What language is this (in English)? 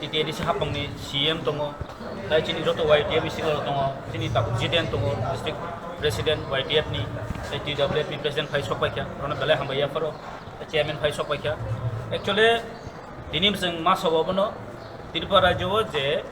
Kok Borok